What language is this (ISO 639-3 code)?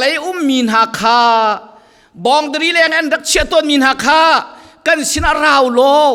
cfm